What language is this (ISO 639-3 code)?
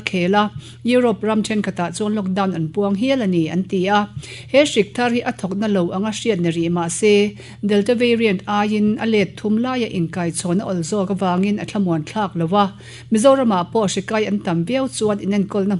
lus